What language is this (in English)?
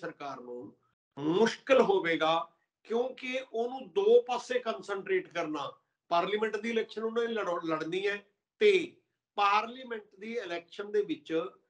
Punjabi